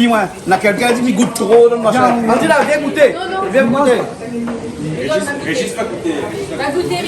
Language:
Réunion Creole French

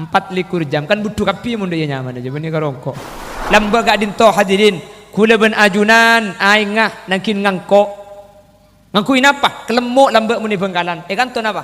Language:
Madurese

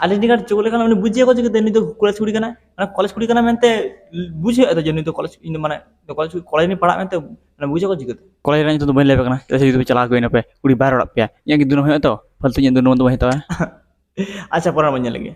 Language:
Santali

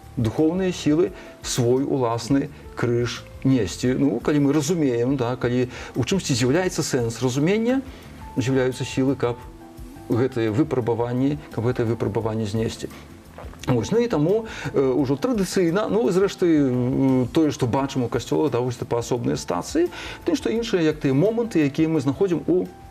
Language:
Belarusian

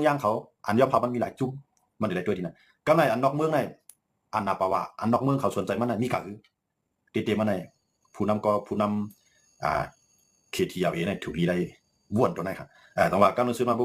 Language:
Shan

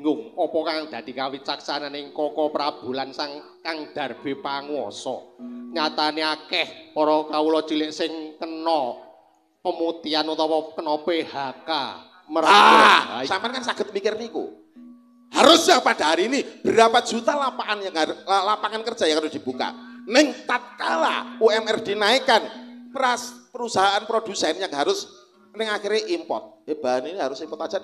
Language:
Javanese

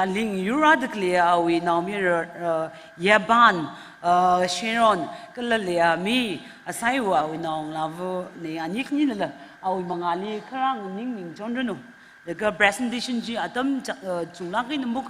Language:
Tangkhul Naga (India)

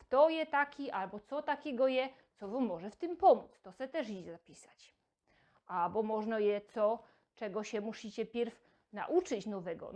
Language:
Silesian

